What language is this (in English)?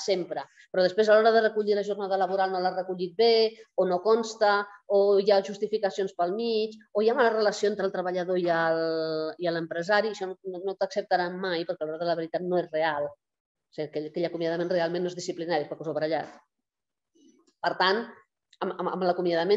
Catalan